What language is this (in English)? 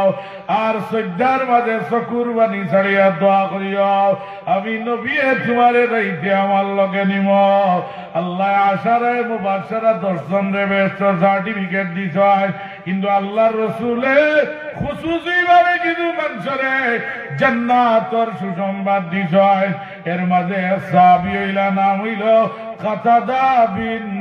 Sylheti